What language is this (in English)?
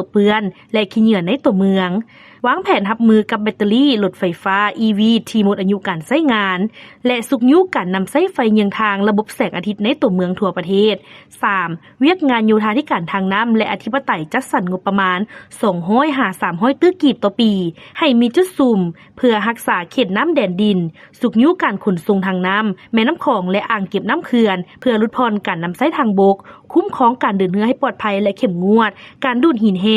Lao